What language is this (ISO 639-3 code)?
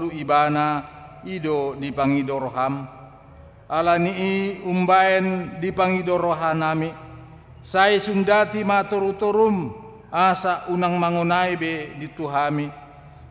bbc